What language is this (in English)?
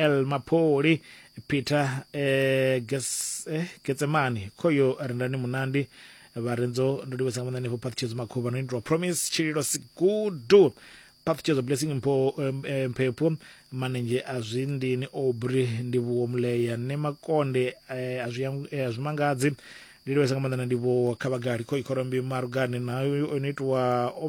Venda